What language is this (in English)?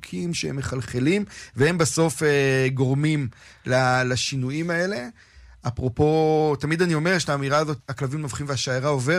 Hebrew